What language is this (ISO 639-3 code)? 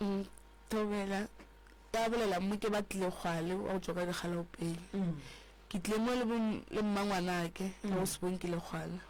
nso